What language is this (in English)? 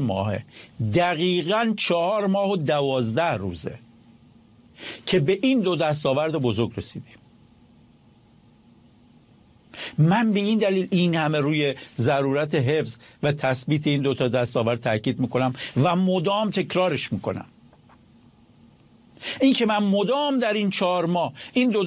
Persian